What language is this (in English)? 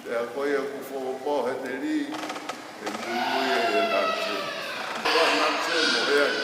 Tongan